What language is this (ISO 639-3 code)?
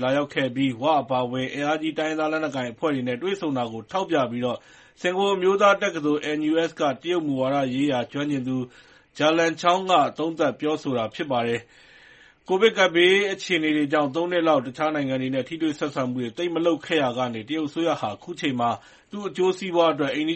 mya